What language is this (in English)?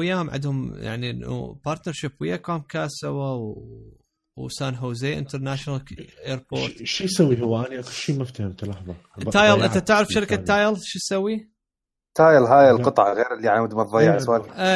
Mesopotamian Arabic